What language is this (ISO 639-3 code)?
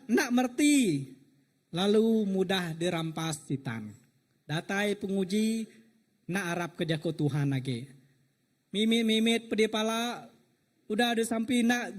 iba